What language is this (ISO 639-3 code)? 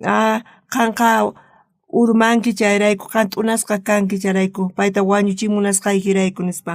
quh